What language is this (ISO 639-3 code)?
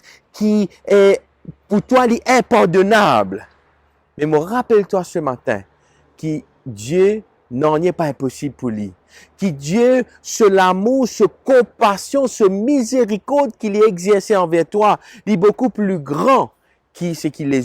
mfe